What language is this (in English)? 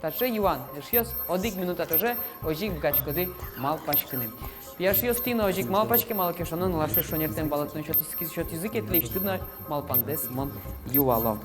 Udmurt